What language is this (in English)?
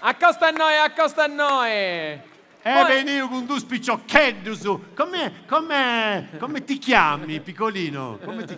Sardinian